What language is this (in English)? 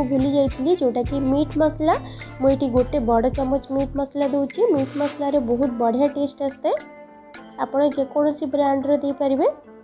Odia